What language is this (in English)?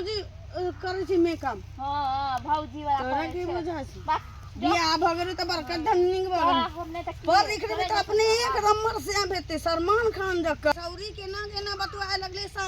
Maithili